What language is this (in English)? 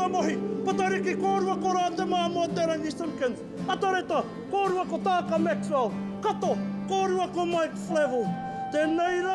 Māori